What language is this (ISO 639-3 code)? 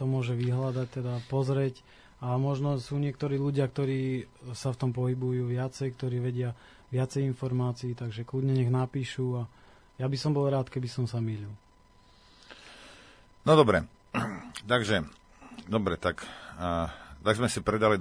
slk